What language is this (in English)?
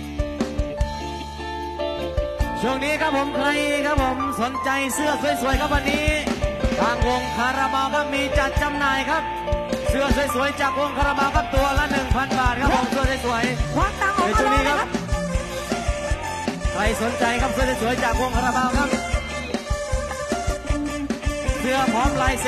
Thai